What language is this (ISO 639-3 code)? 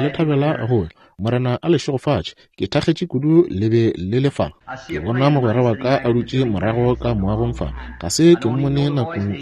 nso